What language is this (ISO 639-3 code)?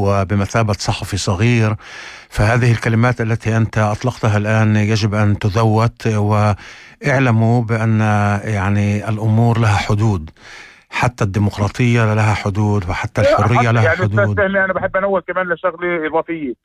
apc